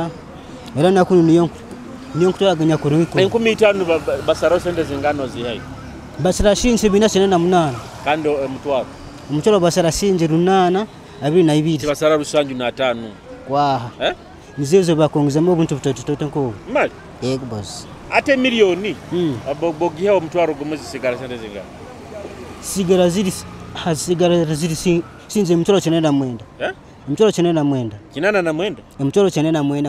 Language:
Nyoro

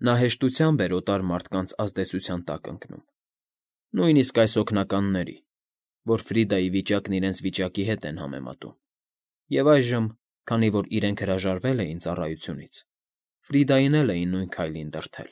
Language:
Armenian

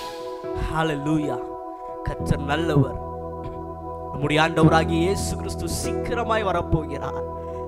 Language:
Tamil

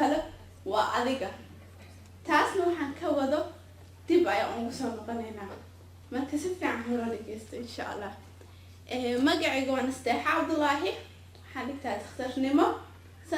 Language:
Somali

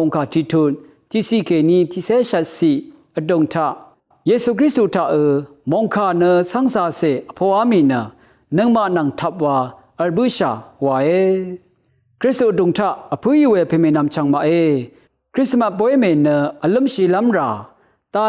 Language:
Rawang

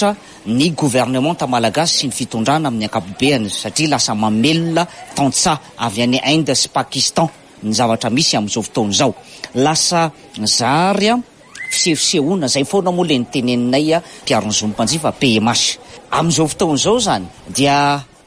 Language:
Malagasy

